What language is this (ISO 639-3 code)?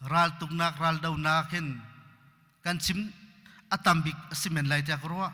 cnh